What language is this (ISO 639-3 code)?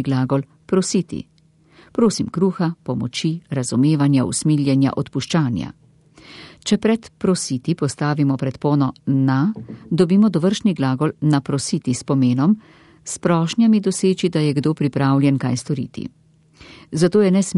slv